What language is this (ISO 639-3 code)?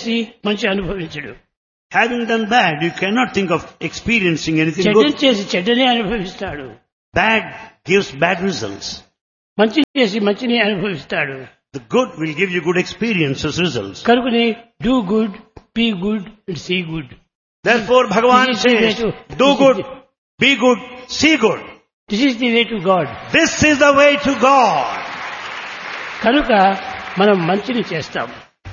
tel